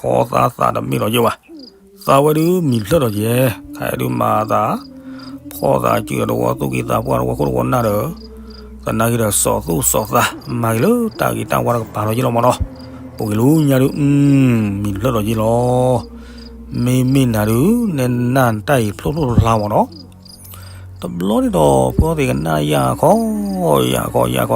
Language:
S'gaw Karen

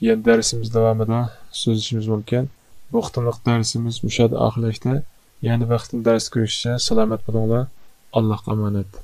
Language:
Uyghur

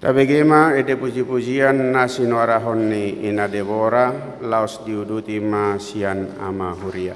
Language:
Batak Toba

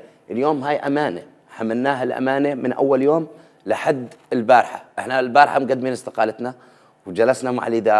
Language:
Mesopotamian Arabic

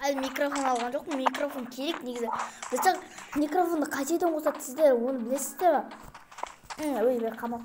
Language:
Kazakh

